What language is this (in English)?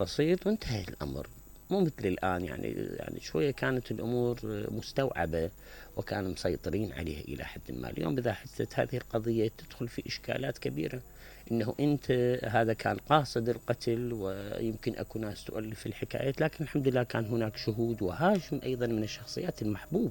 Mesopotamian Arabic